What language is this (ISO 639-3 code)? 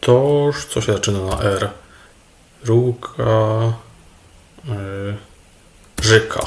szl